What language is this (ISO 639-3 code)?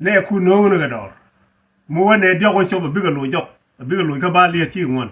nus